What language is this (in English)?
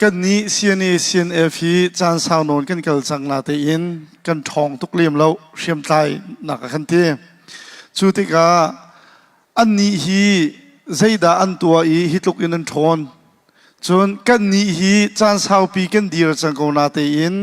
Hakha Chin